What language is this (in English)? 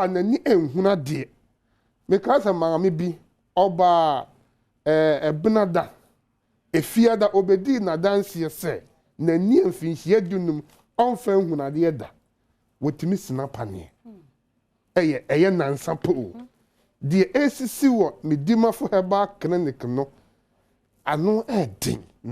Akan